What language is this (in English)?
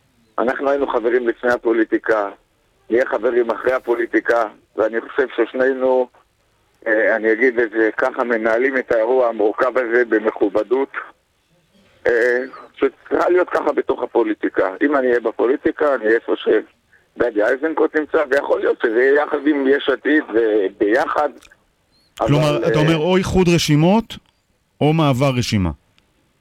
Hebrew